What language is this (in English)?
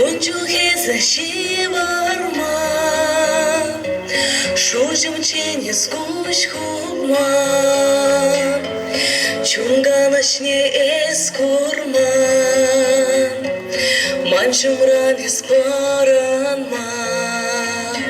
Chuvash